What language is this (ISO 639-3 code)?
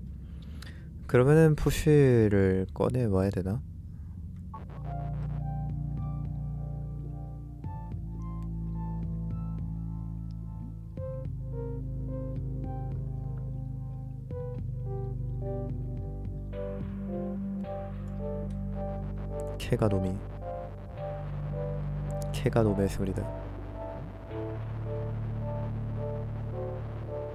kor